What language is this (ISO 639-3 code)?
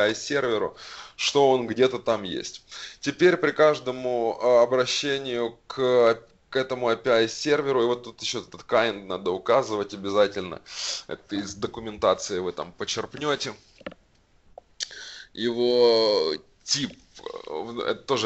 rus